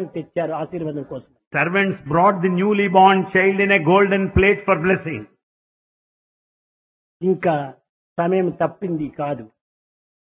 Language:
Telugu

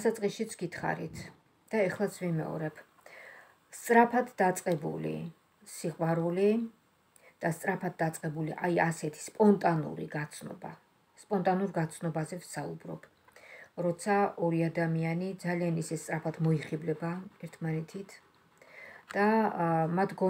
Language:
Georgian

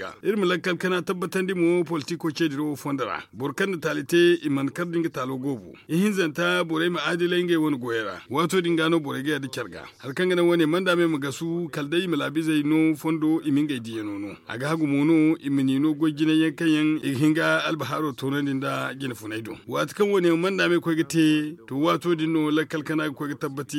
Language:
Zarma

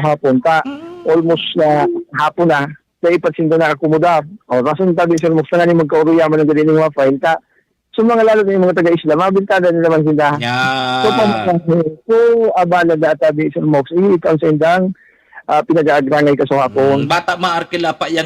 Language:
Bikol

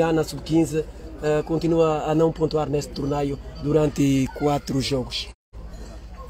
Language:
Portuguese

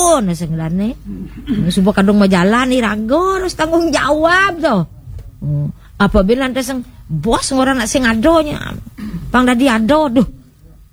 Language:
Balinese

